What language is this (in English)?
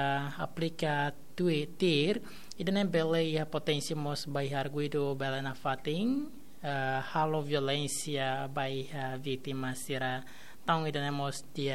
Tetum